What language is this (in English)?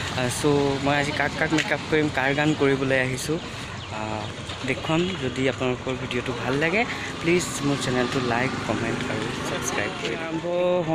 Assamese